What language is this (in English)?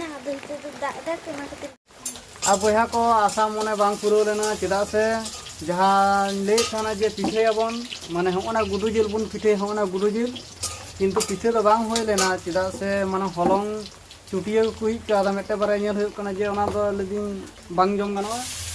Santali